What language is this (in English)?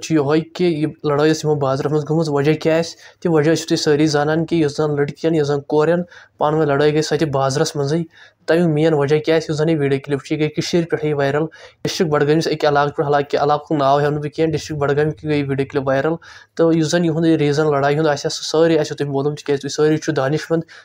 Kashmiri